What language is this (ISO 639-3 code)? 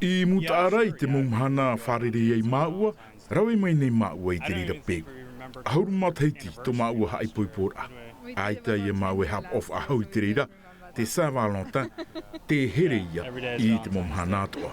tah